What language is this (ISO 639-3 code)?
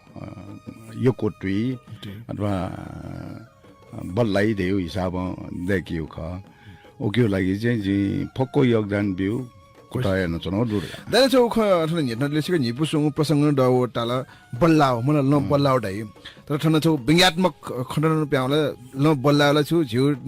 new